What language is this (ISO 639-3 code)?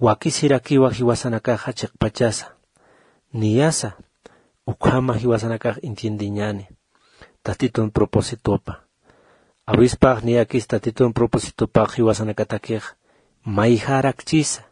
aym